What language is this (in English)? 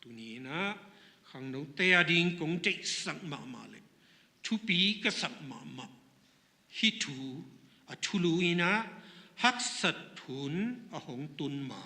Tedim Chin